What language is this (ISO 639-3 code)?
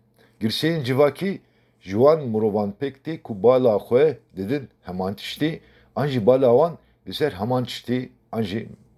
kur